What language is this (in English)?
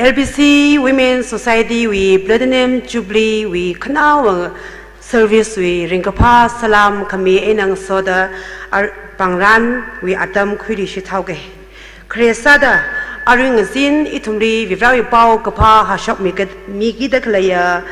Tangkhul Naga (India)